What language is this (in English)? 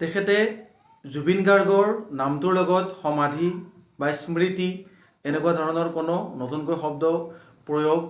Assamese